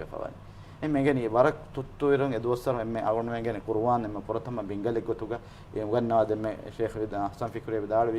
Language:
Divehi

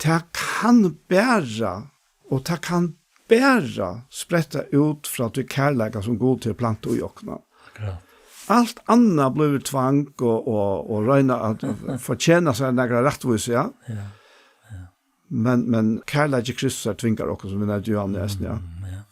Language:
Faroese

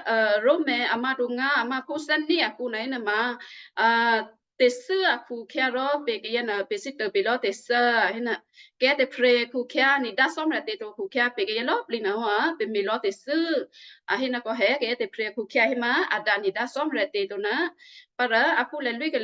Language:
Western Kayah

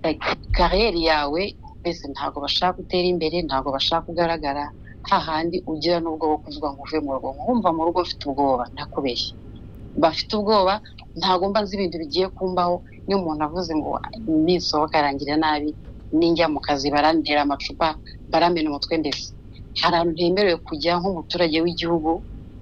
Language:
Kinyarwanda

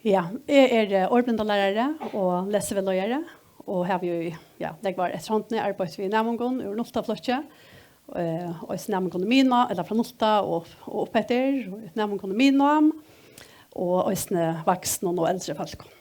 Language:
Faroese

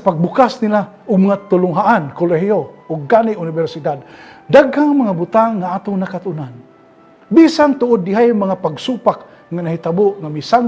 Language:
Cebuano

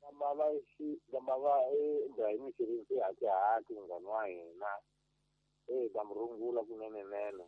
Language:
Tsonga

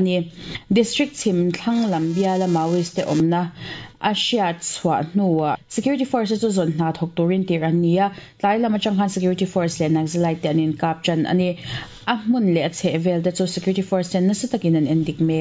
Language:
Mizo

